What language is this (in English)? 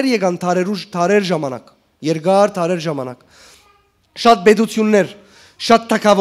Western Armenian